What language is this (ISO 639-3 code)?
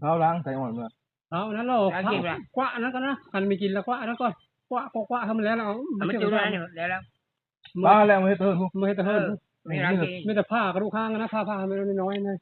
tts